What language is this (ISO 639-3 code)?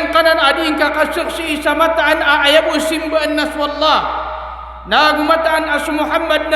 mrw